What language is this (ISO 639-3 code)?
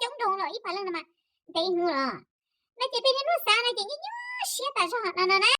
hmn